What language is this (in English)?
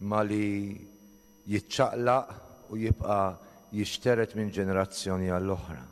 Maltese